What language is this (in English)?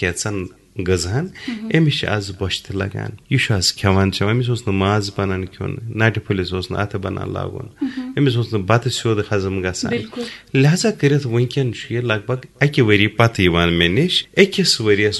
Kashmiri